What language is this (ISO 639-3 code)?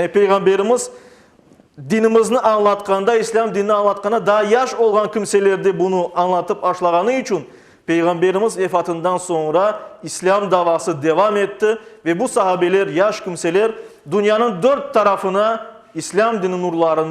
crh